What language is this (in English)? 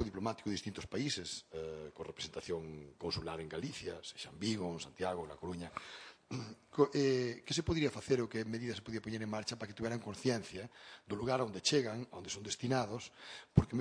Galician